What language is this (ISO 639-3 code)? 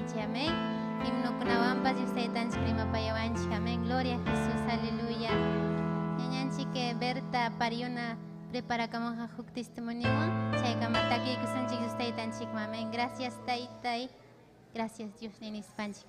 quy